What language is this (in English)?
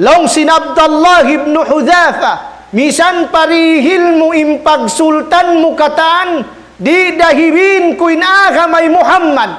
Tausug